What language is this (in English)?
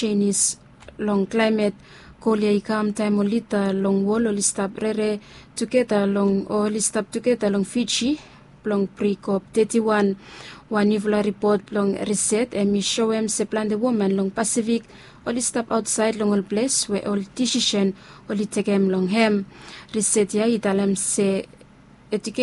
Bislama